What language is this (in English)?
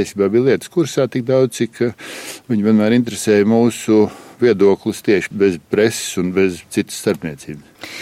Latvian